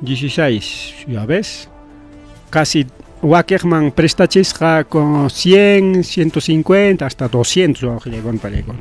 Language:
Ayacucho Quechua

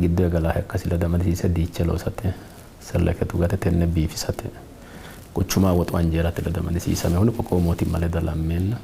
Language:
Sidamo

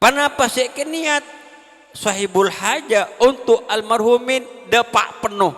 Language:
Madurese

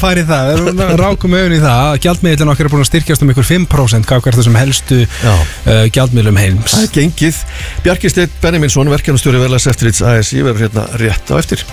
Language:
Icelandic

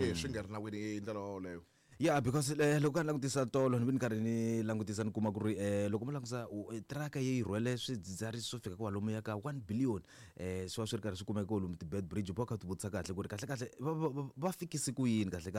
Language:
Tsonga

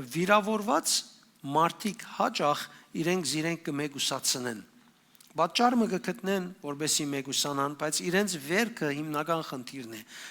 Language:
Western Armenian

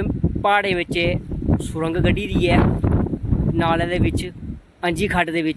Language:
Dogri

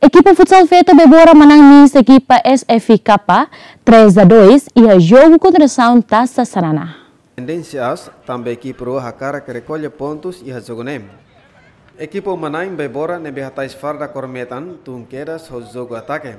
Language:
Tetum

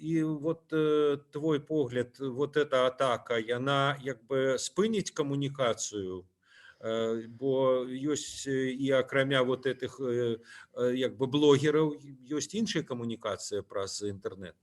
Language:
Belarusian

